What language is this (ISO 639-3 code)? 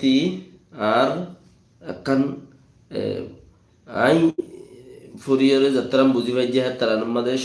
rhg